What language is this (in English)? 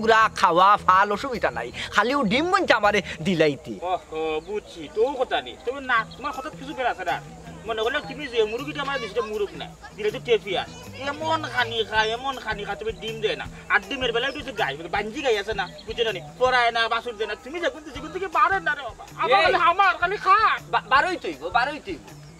Sylheti